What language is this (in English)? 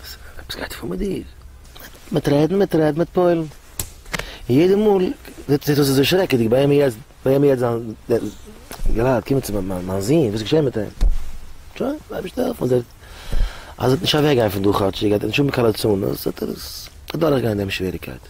Yiddish